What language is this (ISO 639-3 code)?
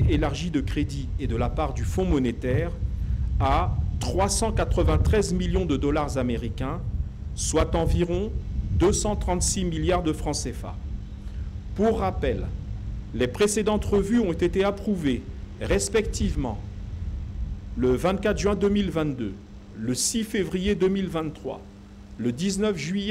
fra